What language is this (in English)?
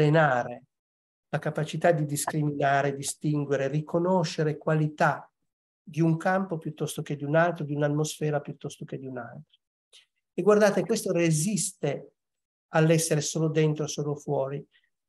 Italian